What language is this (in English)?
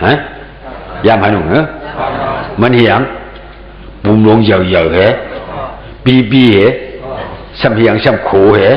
Shan